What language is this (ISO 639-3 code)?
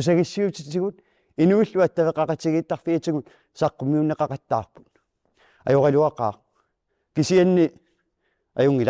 kal